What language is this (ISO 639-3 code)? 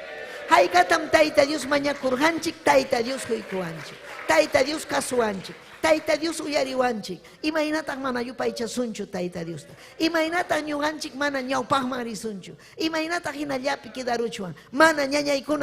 quy